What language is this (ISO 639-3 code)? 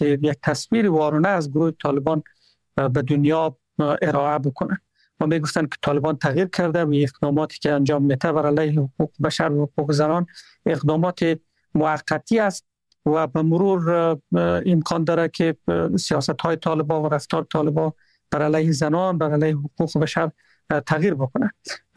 fas